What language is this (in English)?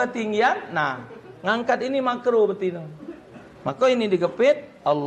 Musi